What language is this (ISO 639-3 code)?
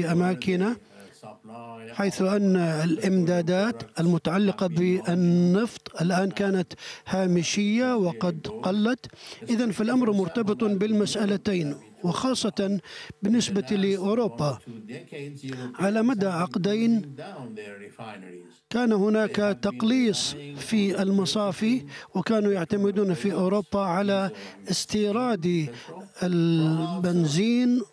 ara